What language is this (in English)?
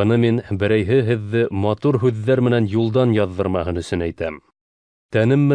Bashkir